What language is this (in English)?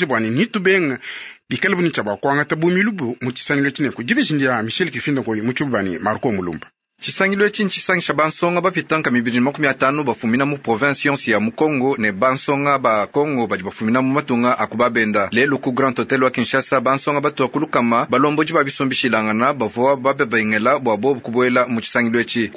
Luba-Lulua